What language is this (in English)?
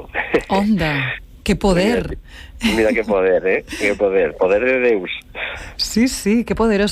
Galician